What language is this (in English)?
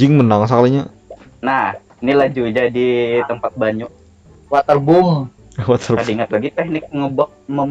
Banjar